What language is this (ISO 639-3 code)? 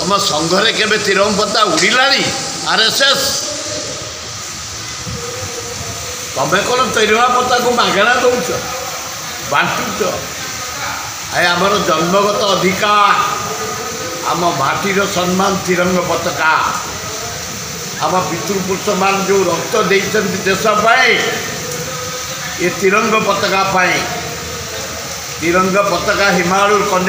ori